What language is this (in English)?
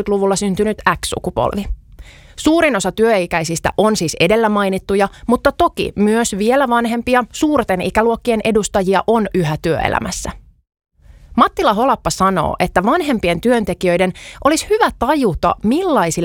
Finnish